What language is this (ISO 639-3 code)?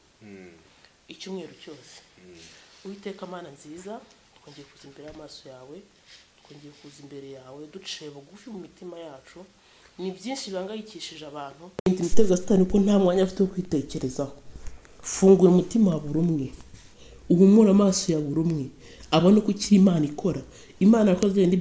kin